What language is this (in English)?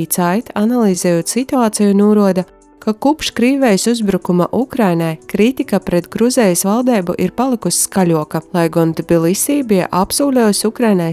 Latvian